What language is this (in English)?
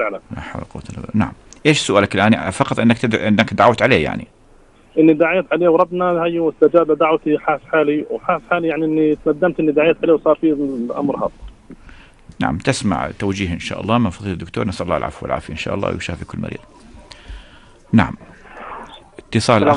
Arabic